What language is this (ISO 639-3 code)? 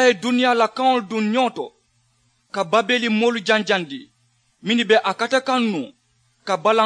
man